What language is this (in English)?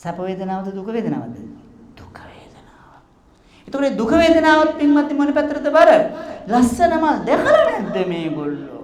Sinhala